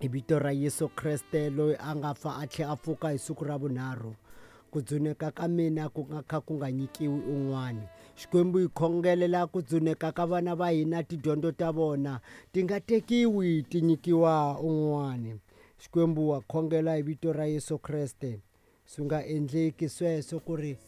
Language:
Tsonga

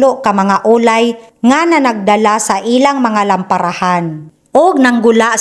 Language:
Cebuano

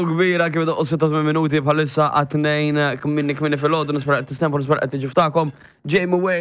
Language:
Maltese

